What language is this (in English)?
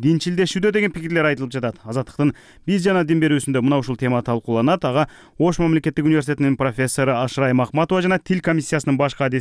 Kyrgyz